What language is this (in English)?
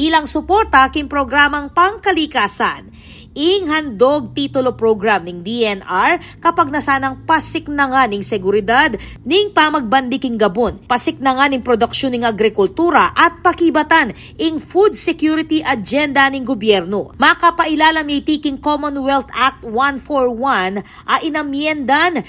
Pampanga